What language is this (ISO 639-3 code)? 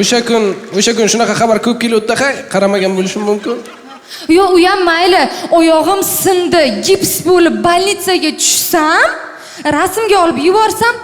uzb